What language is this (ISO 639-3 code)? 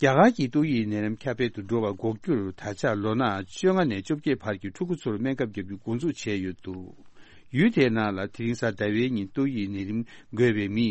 bod